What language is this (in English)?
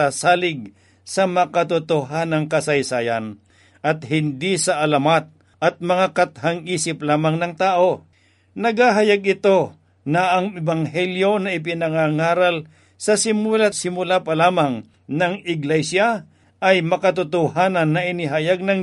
Filipino